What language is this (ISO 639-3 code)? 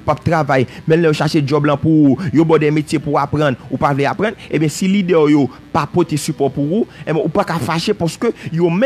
hat